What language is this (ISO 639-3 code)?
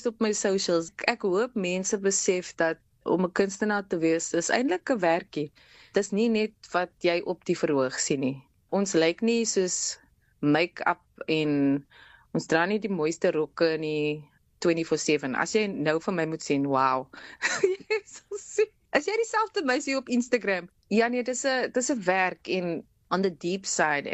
afr